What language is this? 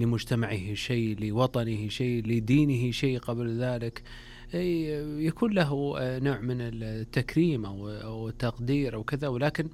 Najdi Arabic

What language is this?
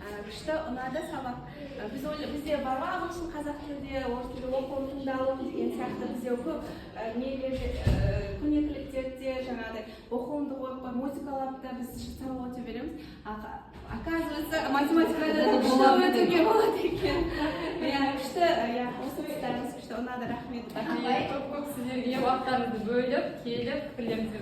Kazakh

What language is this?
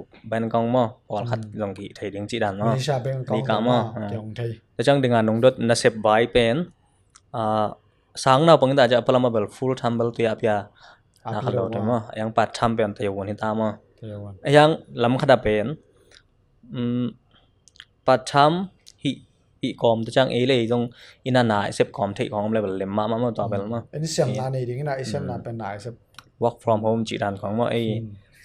Tedim Chin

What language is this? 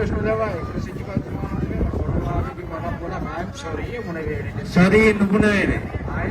Divehi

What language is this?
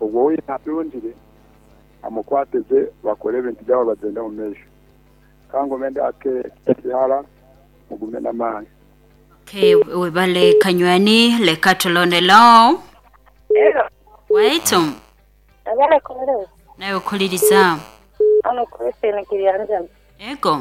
Nyankole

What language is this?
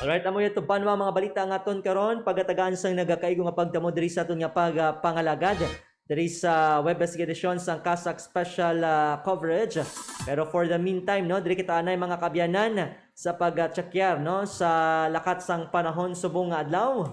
Hiligaynon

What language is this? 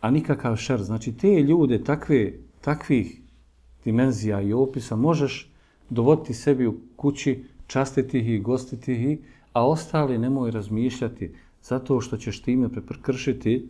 Bosnian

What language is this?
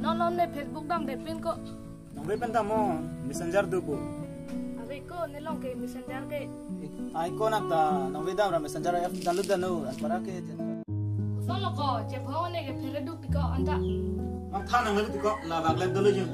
Karbi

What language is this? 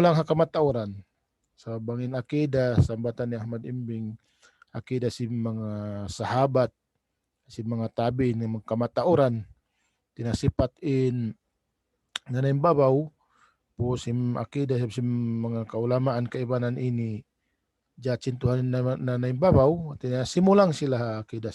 Tausug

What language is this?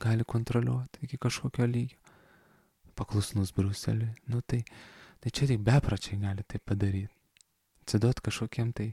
Lithuanian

